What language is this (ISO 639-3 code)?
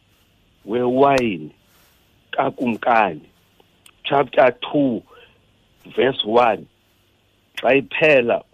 xho